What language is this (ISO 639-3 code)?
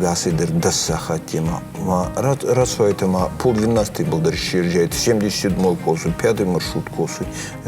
oss